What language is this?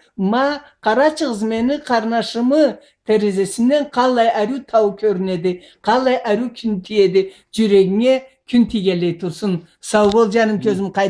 Karachay-Balkar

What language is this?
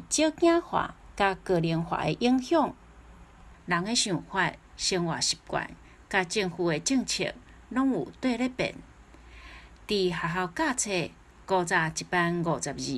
Min Nan Chinese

